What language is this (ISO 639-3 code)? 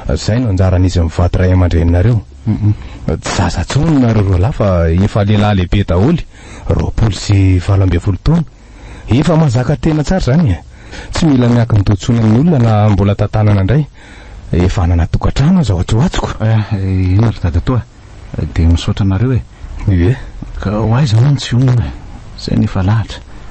mlg